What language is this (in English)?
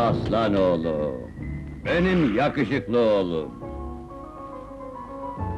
Turkish